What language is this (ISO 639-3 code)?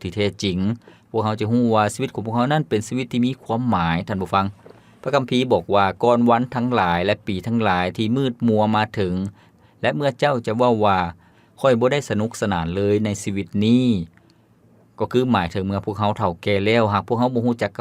lao